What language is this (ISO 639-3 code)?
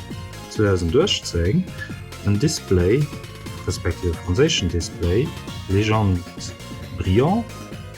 ltz